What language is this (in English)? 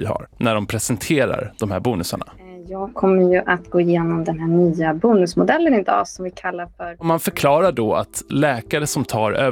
Swedish